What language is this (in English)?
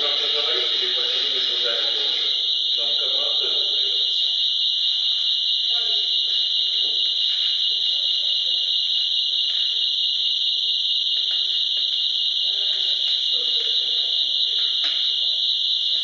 Russian